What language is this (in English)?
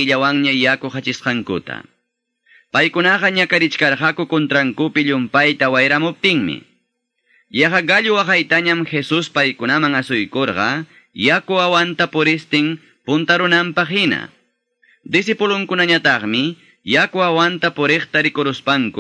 Quechua